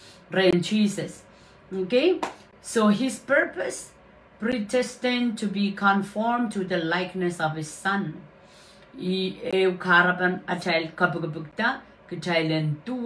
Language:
Pohnpeian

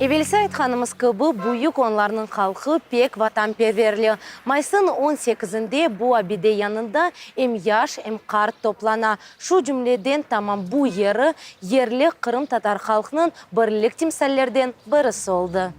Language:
Crimean Tatar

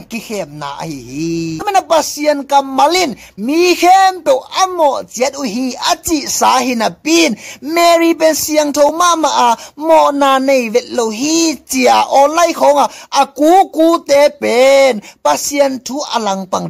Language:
Tedim Chin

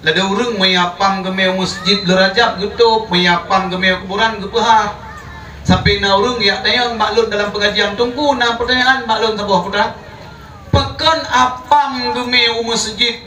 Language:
Achinese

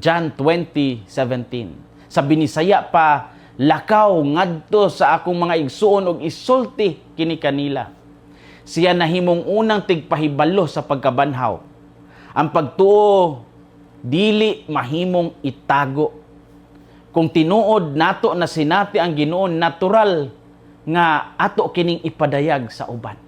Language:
Cebuano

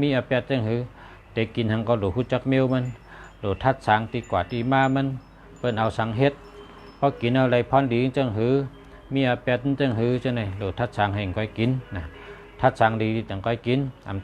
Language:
Shan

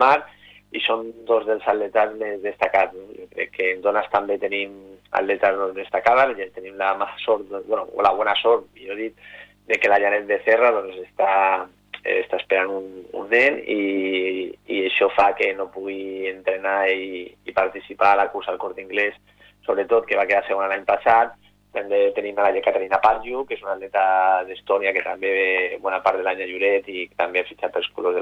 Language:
Catalan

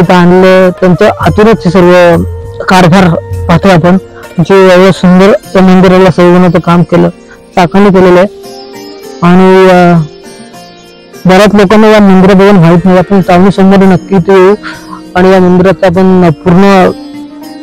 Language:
Marathi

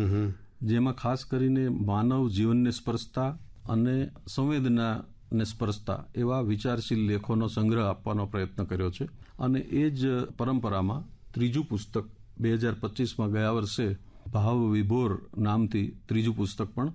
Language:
Gujarati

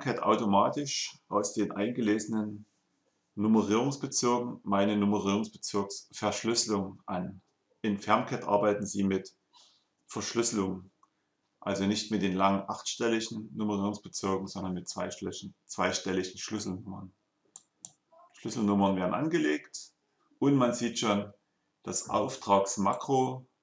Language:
German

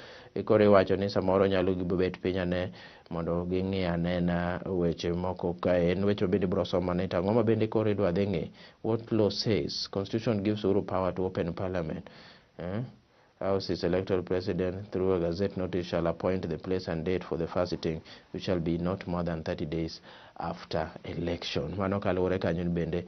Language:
Luo (Kenya and Tanzania)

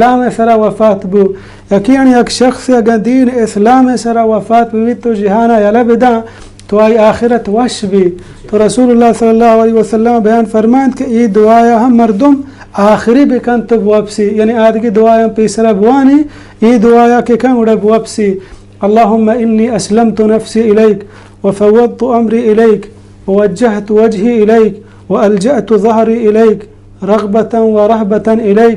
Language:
Baluchi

